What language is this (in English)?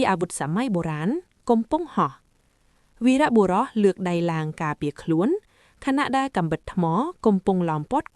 Khmer